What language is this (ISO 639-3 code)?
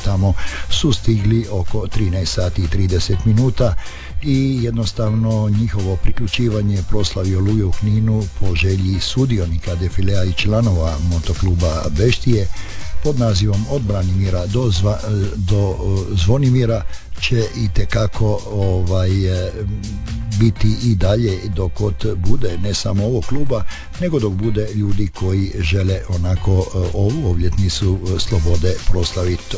hrv